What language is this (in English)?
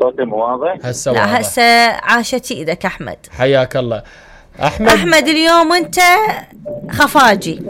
Mesopotamian Arabic